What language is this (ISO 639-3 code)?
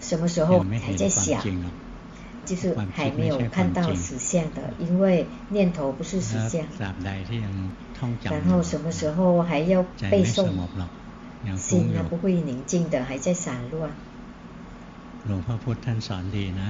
zho